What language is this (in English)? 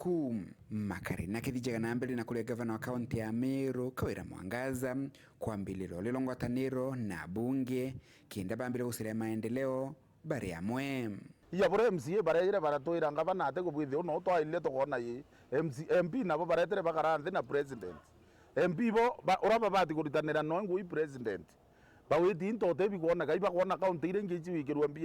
Meru